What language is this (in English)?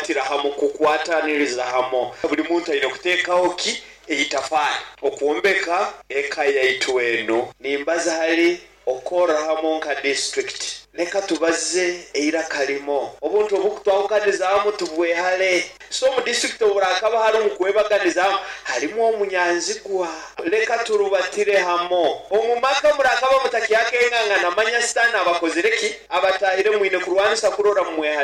Nyoro